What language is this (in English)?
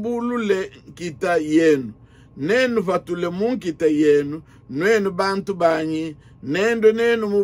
Luba-Lulua